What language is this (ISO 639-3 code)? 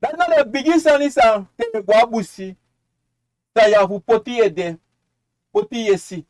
srn